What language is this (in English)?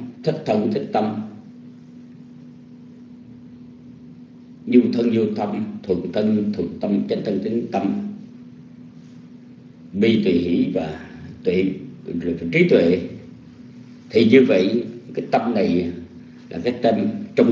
Vietnamese